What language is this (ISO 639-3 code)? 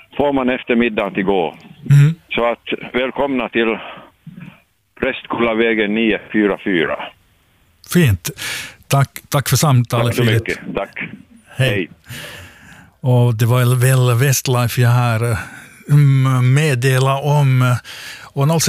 swe